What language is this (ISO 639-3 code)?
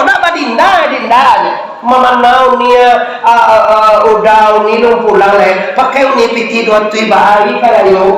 min